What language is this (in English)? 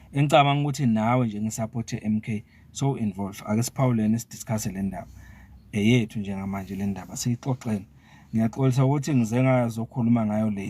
Zulu